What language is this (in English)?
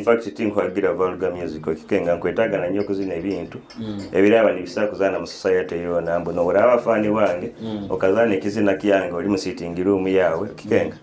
Nyoro